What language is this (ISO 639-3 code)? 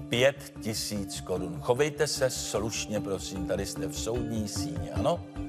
ces